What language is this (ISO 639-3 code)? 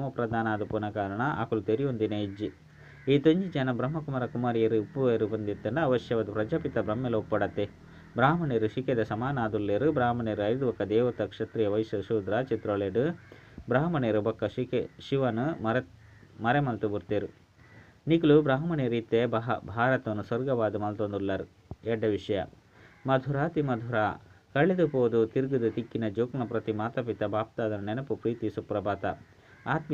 tcy